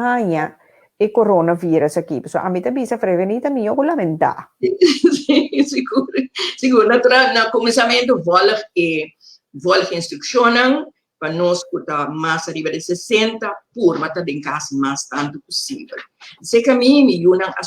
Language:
Papiamento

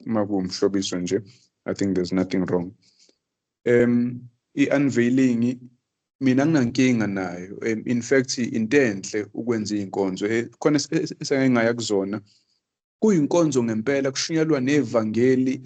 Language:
Zulu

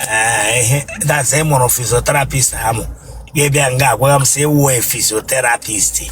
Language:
Igbo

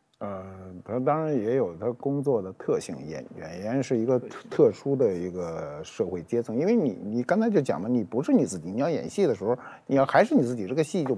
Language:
Chinese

